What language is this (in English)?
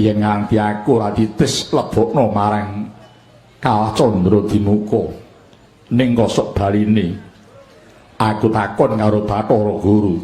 Javanese